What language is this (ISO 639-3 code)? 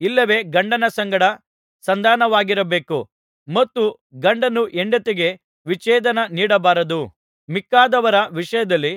kan